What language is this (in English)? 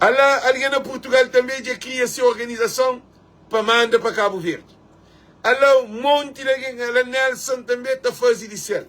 Kabuverdianu